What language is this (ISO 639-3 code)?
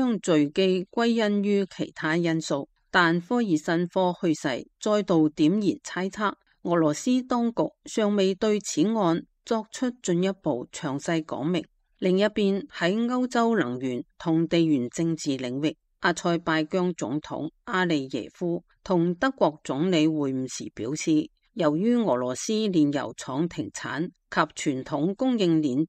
yue